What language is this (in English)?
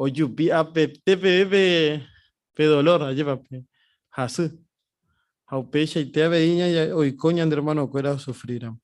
Guarani